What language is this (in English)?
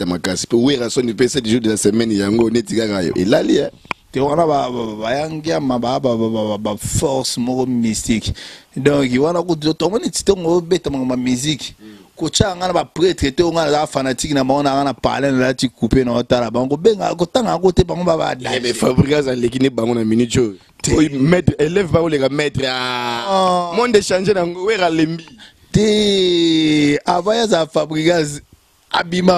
Lingala